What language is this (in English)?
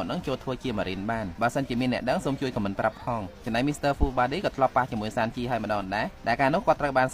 Khmer